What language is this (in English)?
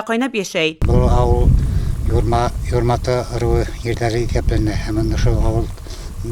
Bashkir